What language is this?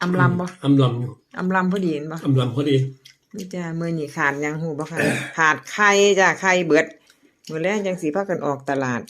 Northeastern Thai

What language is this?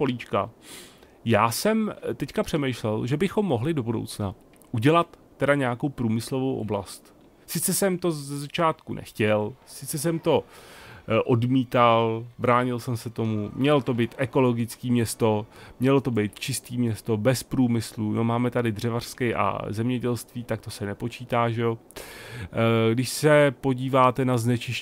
Czech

